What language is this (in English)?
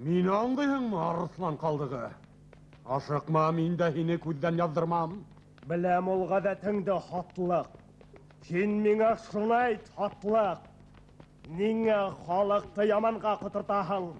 Bashkir